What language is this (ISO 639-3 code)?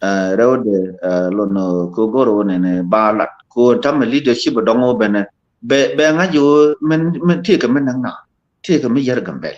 nus